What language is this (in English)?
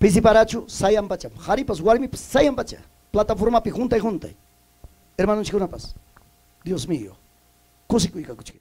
Ayacucho Quechua